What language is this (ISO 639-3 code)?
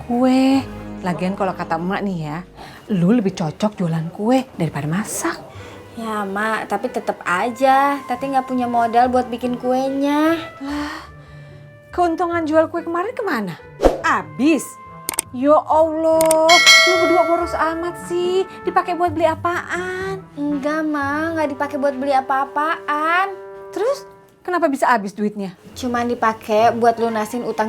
bew